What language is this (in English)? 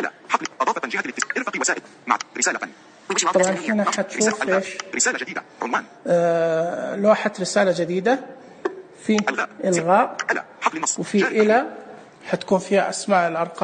Najdi Arabic